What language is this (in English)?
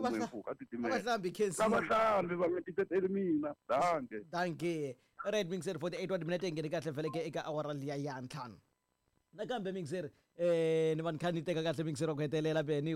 Tsonga